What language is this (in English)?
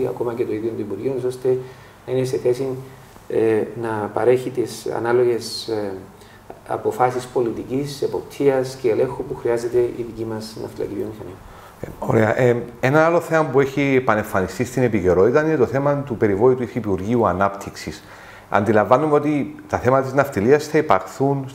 Greek